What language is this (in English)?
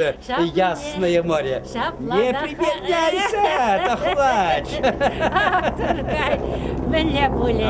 Chuvash